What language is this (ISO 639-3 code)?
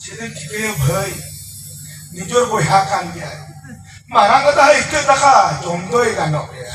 sat